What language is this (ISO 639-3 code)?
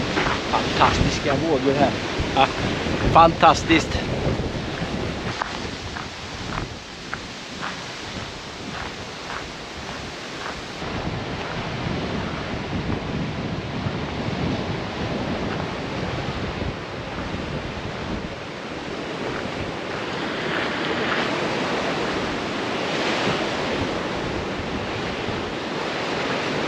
swe